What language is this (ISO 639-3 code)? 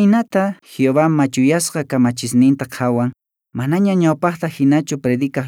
que